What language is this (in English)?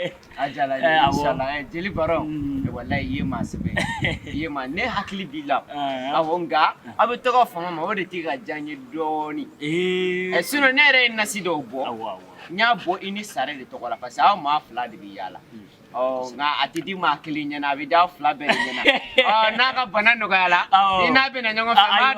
Bambara